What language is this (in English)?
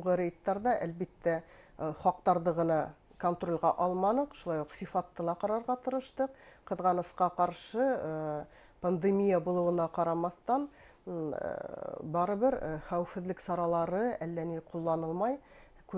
Bashkir